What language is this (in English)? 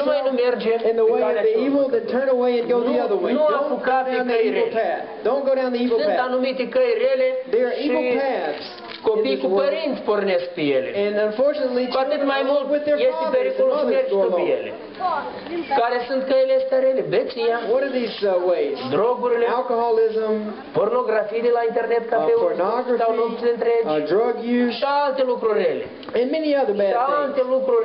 Romanian